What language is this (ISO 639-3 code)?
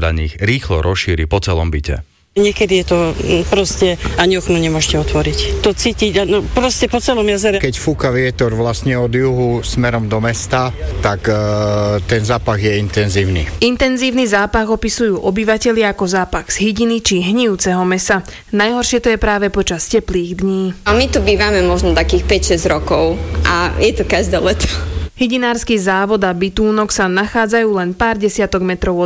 slk